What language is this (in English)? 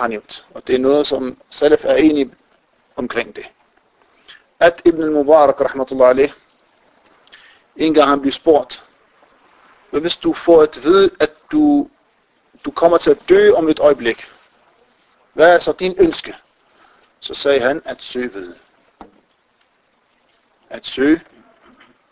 Danish